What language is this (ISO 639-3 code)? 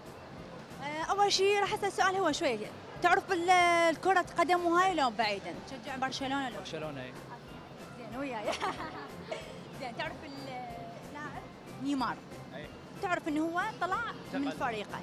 acm